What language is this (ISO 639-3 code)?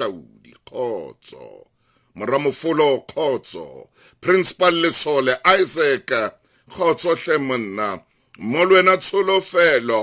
sot